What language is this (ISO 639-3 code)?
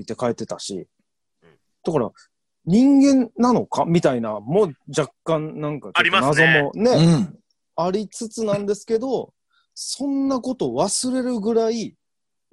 jpn